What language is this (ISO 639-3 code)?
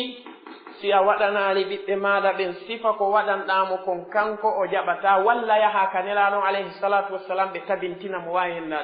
fuf